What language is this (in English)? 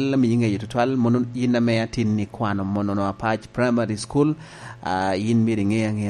Lango (Uganda)